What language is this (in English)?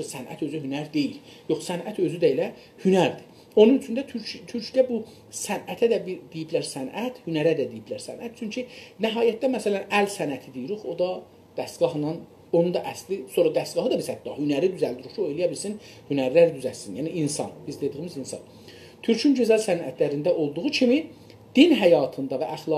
South Azerbaijani